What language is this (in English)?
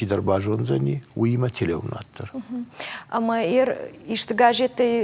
Ossetic